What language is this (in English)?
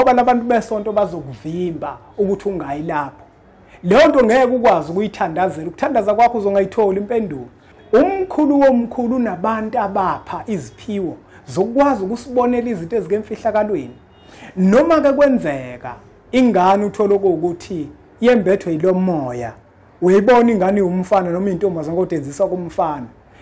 Zulu